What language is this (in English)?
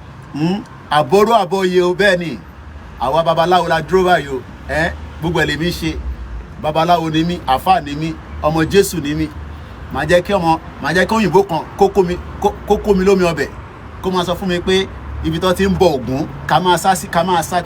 Yoruba